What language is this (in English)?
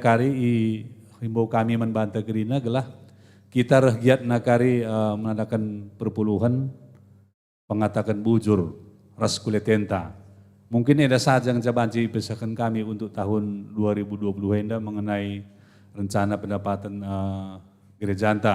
Batak Karo